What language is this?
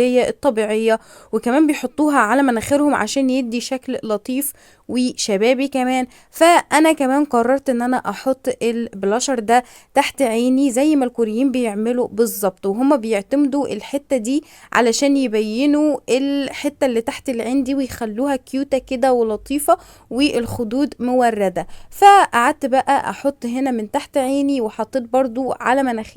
Egyptian Arabic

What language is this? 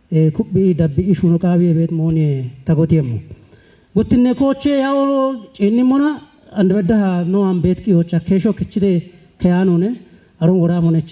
Kafa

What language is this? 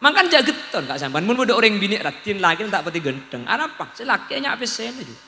Madurese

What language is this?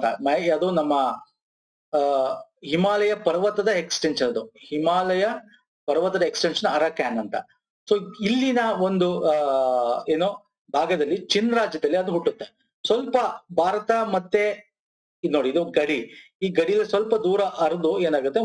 Kannada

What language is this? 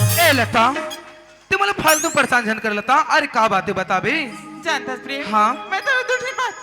Chhattisgarhi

